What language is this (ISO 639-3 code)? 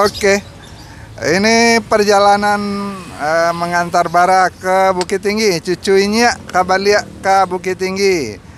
min